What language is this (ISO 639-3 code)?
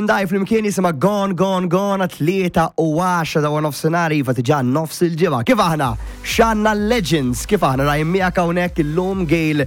mlt